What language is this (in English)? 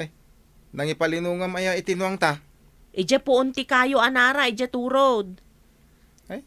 Iloko